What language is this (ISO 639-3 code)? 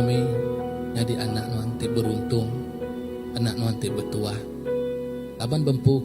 iba